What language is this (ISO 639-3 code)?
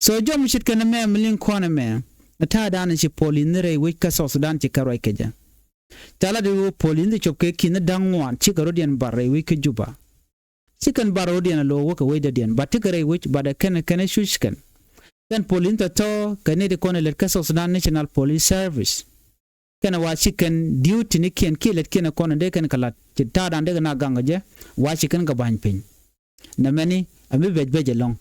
nus